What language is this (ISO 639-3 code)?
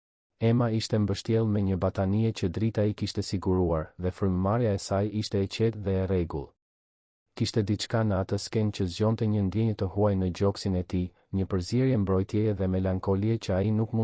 sqi